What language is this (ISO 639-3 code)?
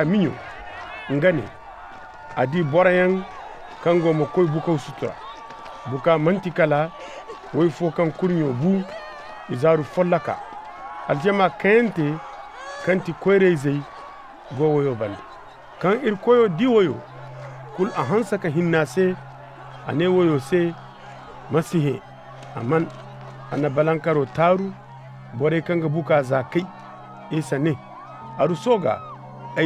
ses